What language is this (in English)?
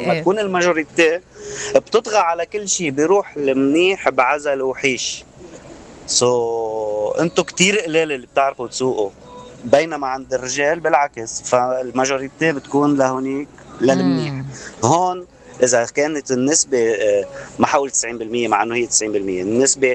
North Levantine Arabic